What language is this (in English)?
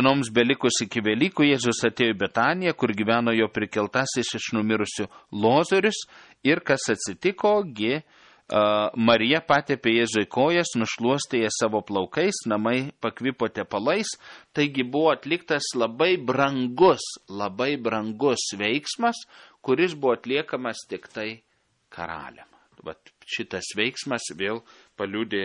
Lithuanian